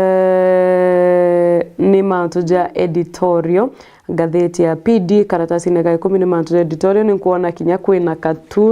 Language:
Meru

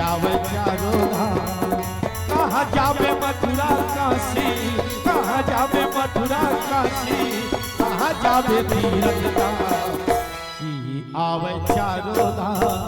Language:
Chhattisgarhi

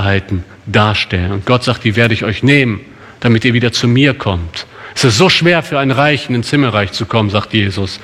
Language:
German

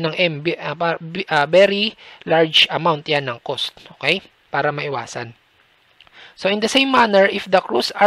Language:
Filipino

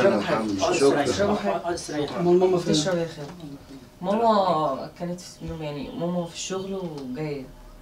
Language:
Egyptian Arabic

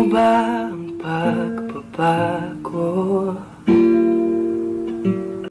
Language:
Filipino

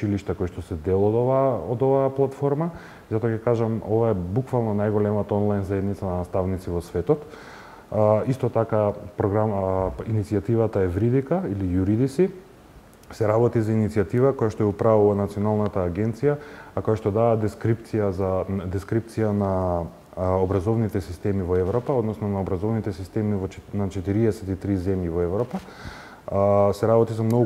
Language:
Macedonian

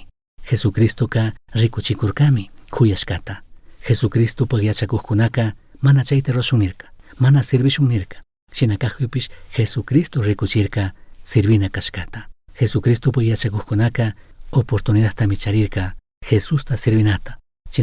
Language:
Chimborazo Highland Quichua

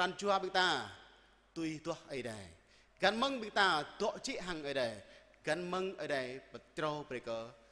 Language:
Jarai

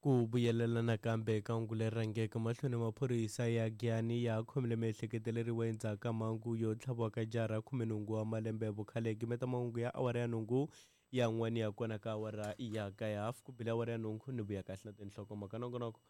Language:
Tsonga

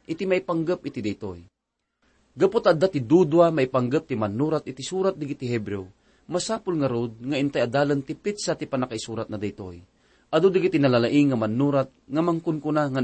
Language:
Iloko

